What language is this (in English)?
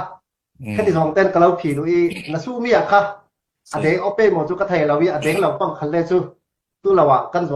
Hakha Chin